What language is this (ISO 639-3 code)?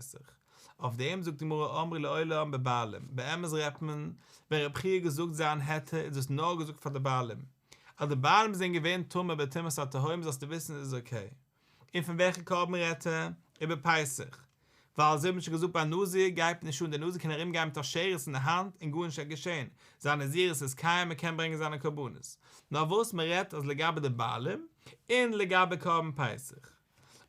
yid